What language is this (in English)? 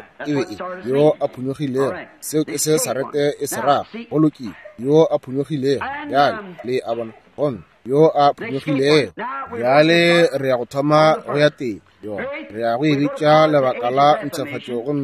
Northern Sotho